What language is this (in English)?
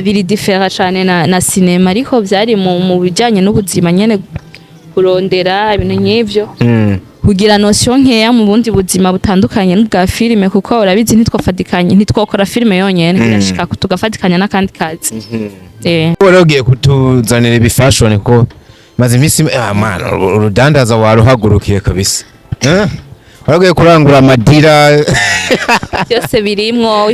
Rundi